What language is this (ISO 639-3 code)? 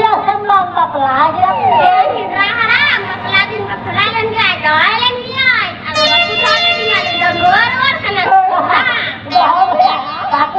sat